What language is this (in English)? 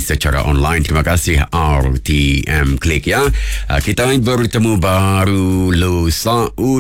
Iban